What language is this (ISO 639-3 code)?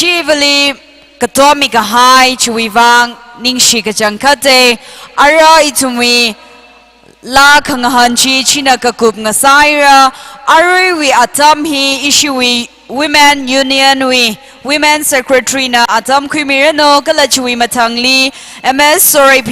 nmf